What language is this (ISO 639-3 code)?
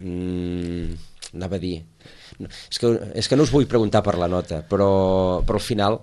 cat